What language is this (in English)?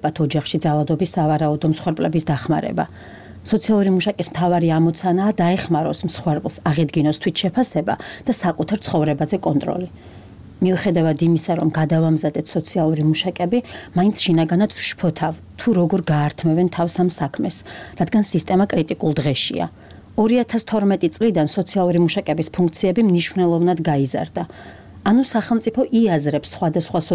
Georgian